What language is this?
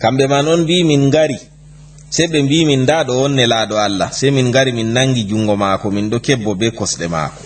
Fula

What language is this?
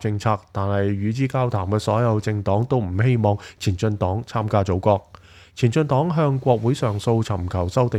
Cantonese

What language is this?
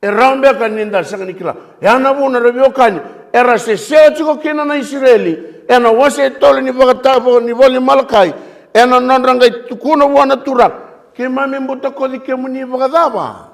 Fijian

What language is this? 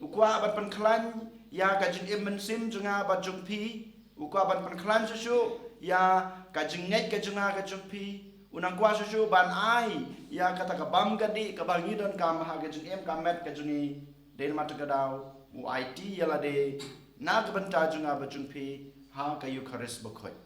Khasi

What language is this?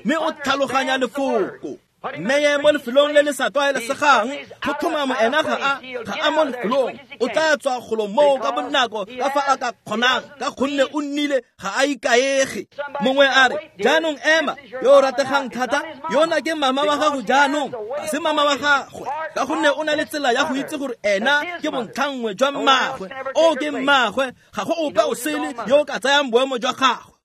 Tswana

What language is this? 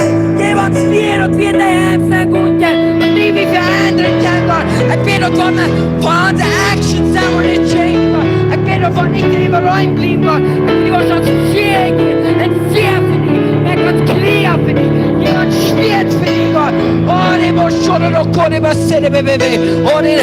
Plautdietsch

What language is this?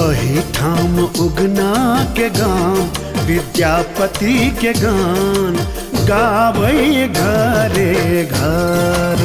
Maithili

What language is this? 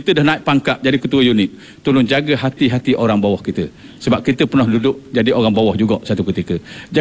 Malay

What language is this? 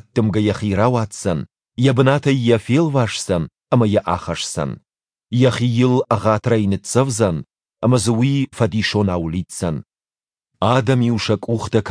Ossetic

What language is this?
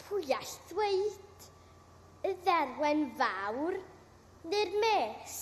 Welsh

